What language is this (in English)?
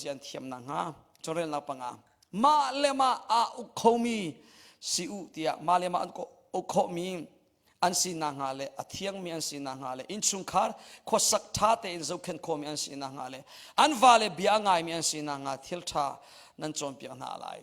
Hakha Chin